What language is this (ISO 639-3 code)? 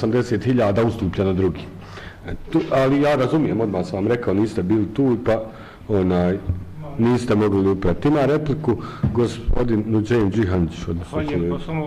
bos